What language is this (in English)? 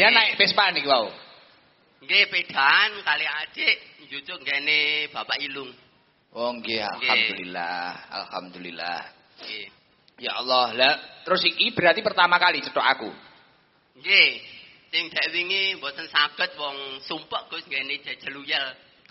Javanese